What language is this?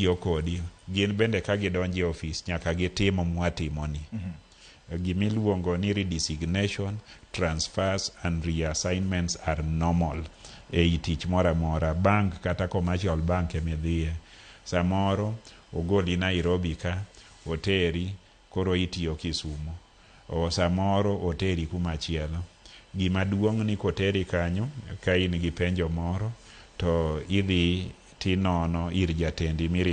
Luo (Kenya and Tanzania)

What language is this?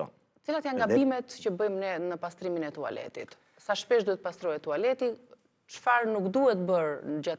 Albanian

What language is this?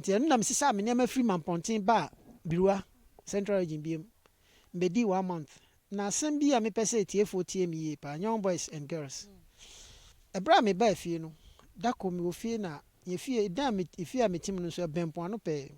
Akan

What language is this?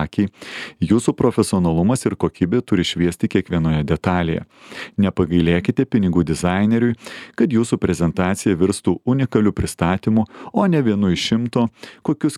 Lithuanian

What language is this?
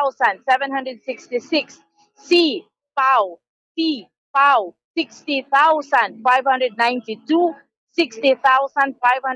Hiligaynon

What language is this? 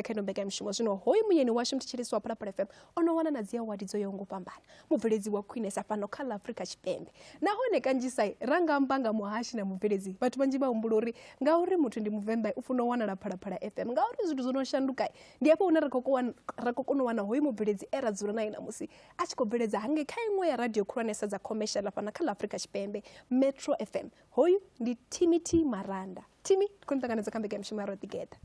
Venda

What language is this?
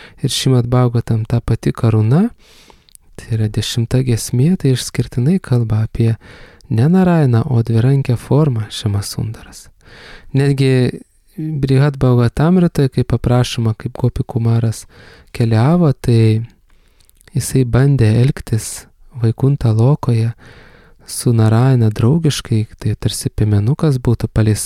Lithuanian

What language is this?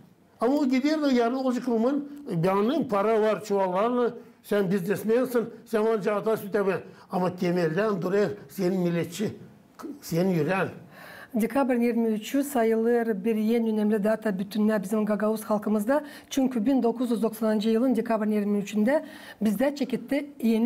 Gagauz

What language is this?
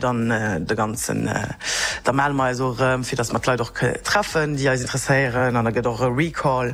Luxembourgish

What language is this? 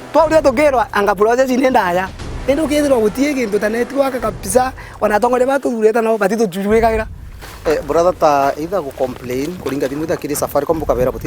Meru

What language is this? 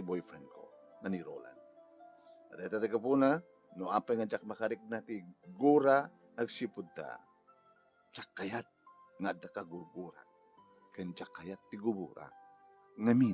Iloko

